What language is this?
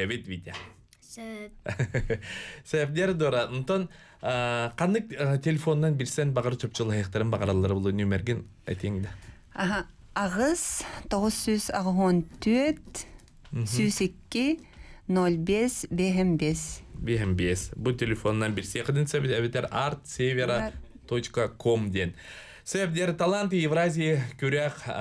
Yakut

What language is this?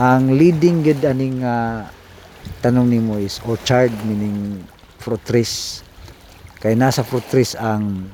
Cebuano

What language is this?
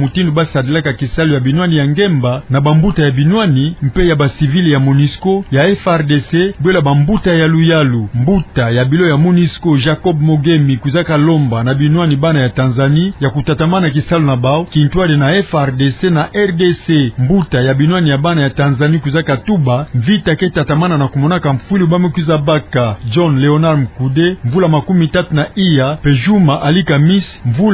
Kituba (Democratic Republic of Congo)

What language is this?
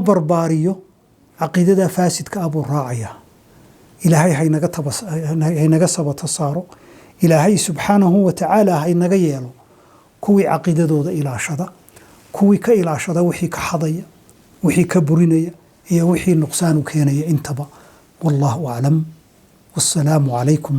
Somali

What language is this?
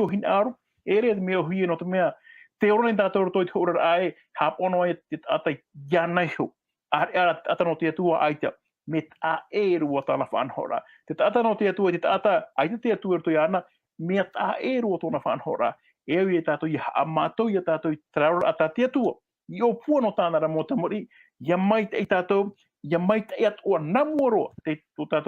Tahitian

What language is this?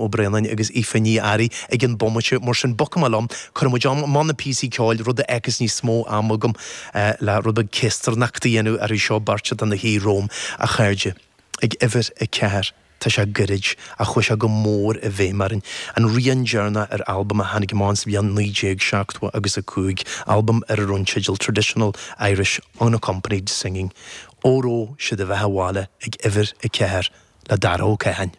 Irish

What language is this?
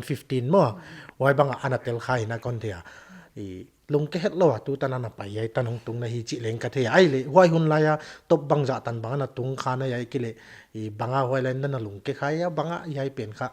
Paite Chin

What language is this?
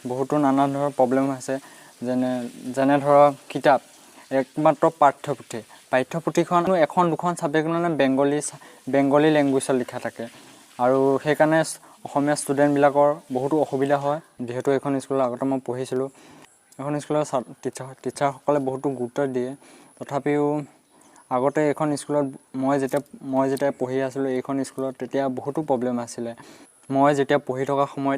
Assamese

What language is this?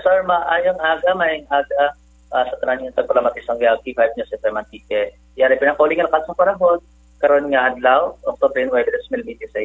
Kinaray-a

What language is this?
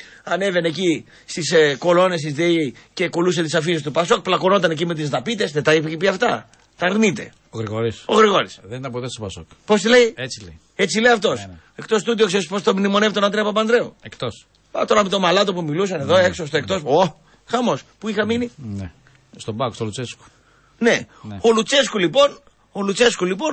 Greek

